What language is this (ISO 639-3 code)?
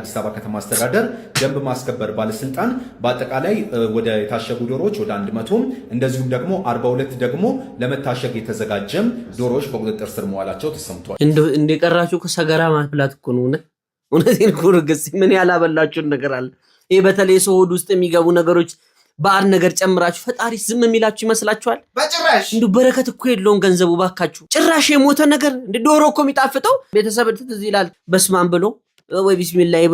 amh